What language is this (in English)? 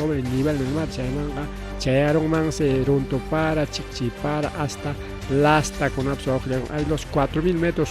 Ayacucho Quechua